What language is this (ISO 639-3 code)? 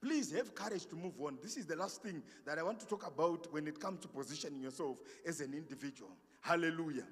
sna